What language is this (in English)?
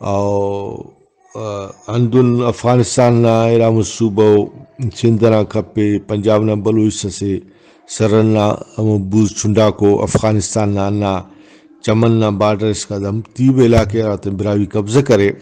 Brahui